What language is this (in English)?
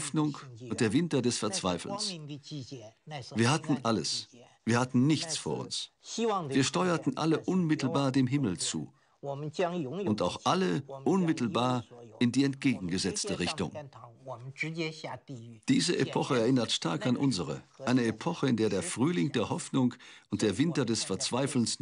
German